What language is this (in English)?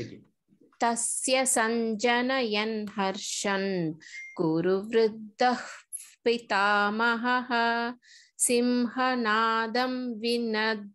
Sanskrit